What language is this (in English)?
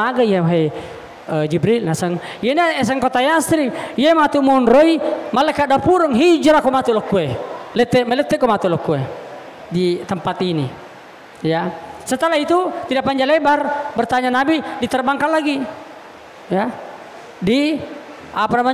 Buginese